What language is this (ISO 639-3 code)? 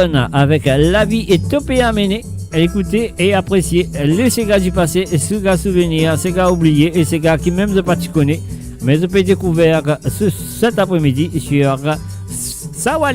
mfe